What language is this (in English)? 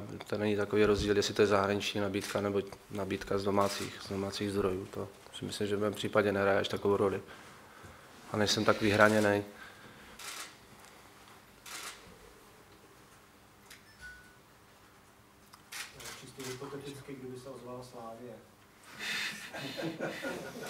Czech